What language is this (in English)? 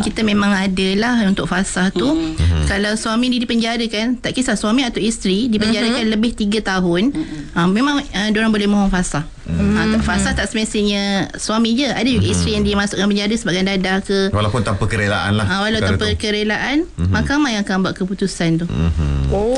Malay